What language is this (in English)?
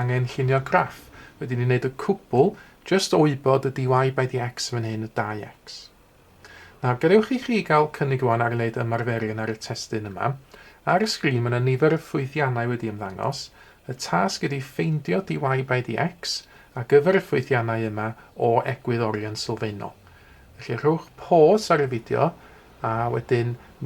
Welsh